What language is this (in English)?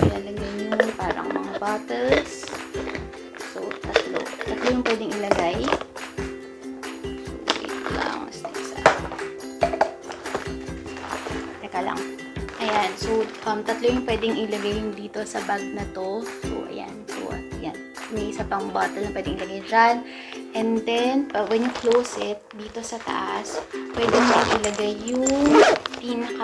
Filipino